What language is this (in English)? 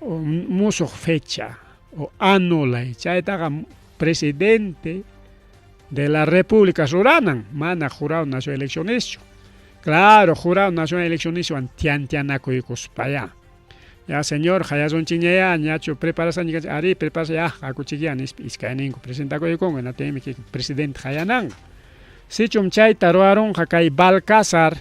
Ayacucho Quechua